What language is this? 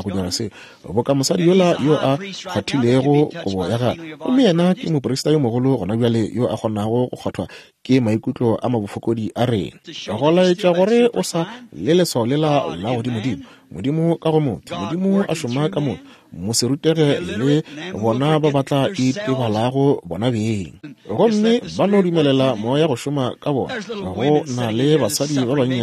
Northern Sotho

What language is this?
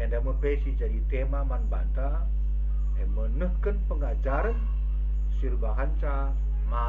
Batak Karo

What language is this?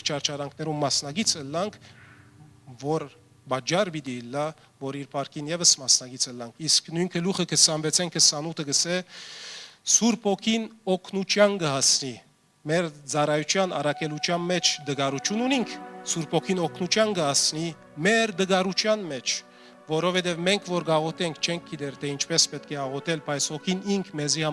Western Armenian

